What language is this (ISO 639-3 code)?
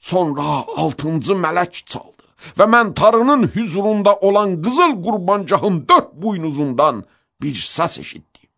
aze